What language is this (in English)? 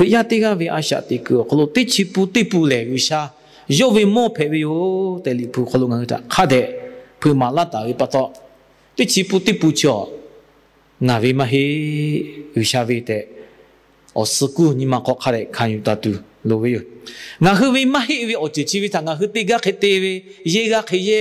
Lahu